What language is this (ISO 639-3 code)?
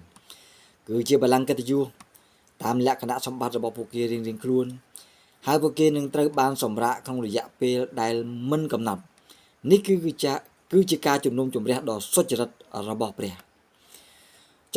khm